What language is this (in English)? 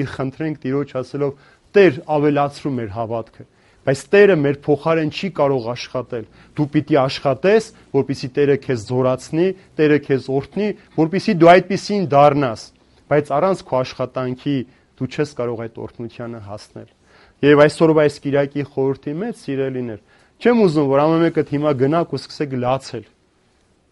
Armenian